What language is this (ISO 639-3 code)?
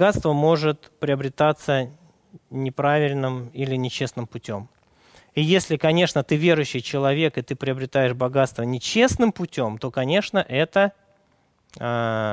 rus